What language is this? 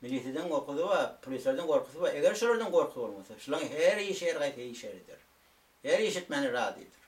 Turkmen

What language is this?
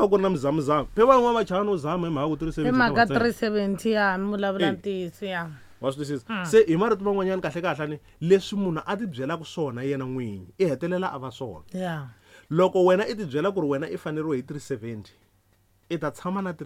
Tsonga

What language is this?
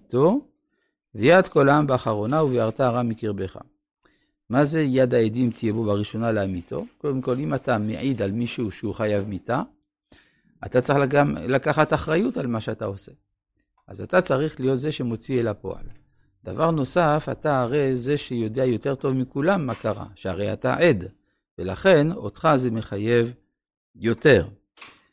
Hebrew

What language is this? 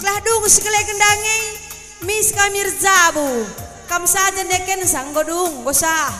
Batak Karo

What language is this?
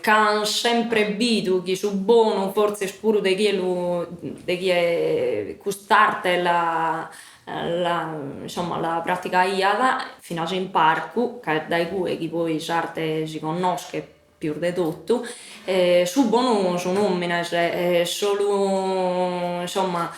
Sardinian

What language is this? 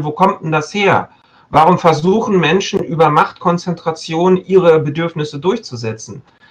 German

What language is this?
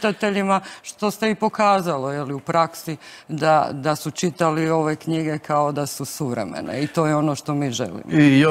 Croatian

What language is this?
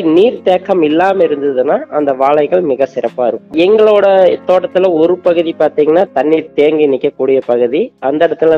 Tamil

